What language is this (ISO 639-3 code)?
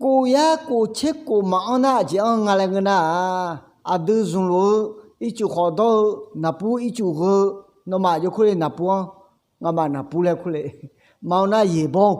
ahk